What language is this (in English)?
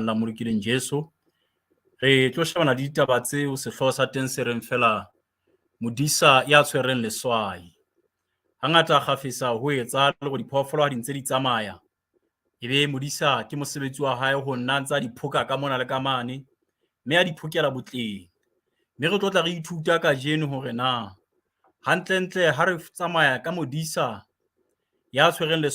Southern Sotho